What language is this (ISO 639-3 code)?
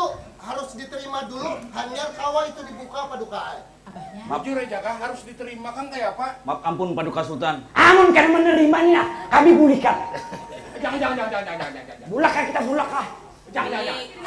bjn